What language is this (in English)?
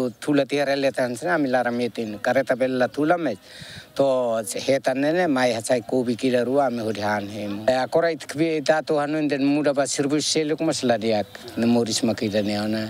Tetum